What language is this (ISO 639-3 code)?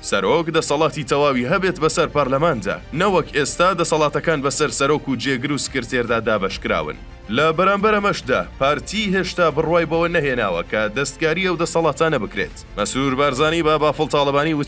ckb